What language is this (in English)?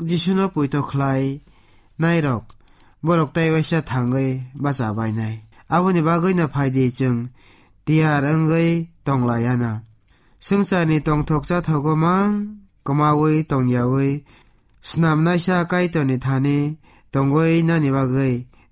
Kok Borok